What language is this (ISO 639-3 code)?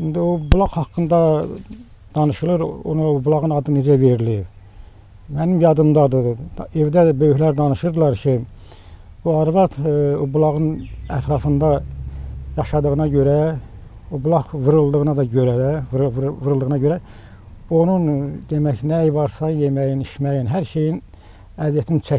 aze